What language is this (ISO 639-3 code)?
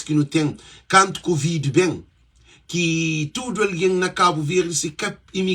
kea